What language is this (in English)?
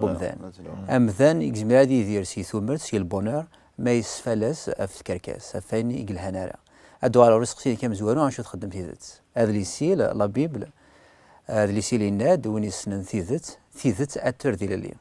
Kabyle